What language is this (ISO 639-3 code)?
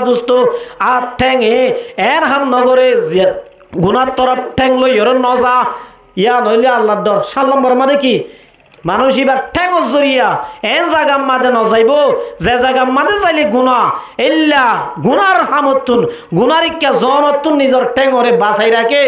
rhg